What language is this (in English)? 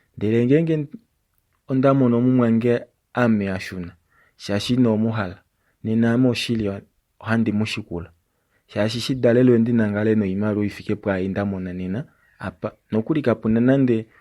Kuanyama